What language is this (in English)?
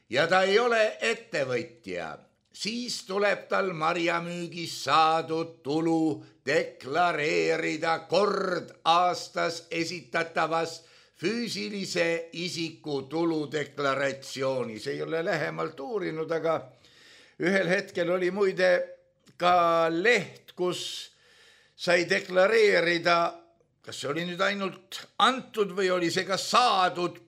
Estonian